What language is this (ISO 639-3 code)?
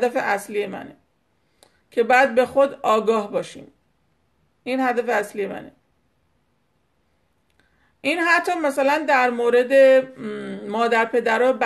fas